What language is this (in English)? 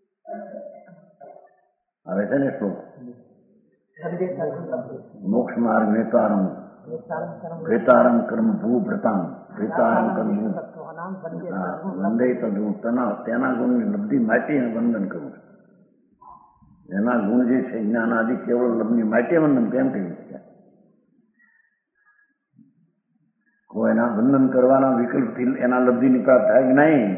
Gujarati